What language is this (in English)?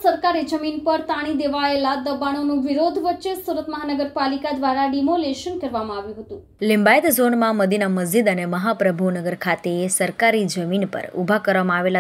Gujarati